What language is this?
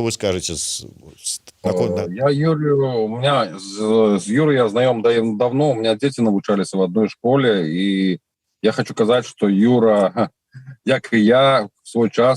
Belarusian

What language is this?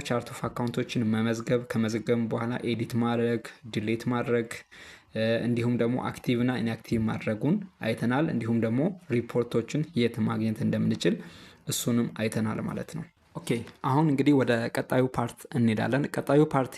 Amharic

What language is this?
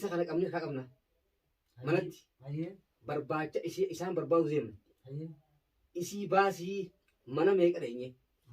Oromo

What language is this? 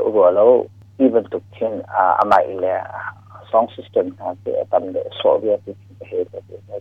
Hakha Chin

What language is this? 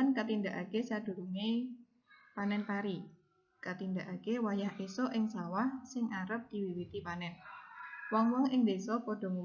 Javanese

